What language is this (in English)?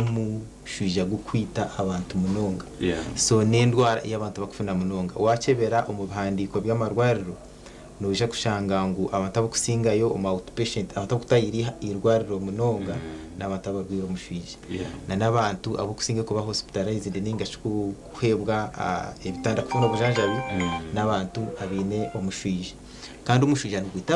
Nyankole